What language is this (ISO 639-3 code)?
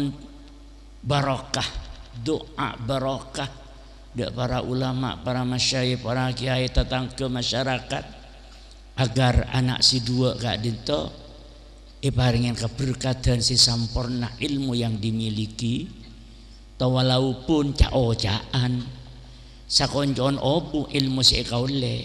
mad